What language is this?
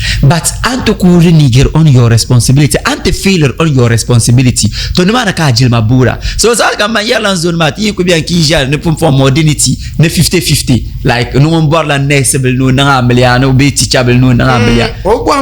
Dagbani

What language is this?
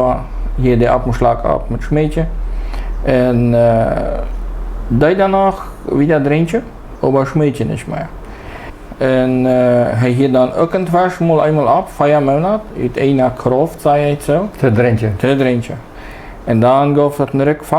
Plautdietsch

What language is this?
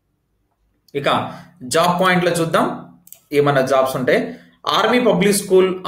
Telugu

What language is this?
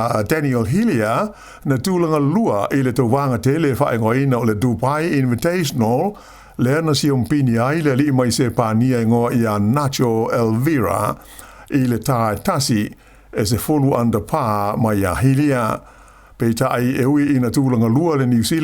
Samoan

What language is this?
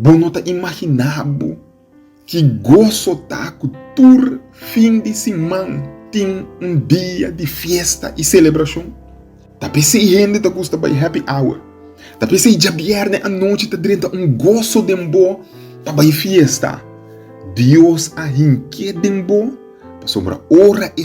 Papiamento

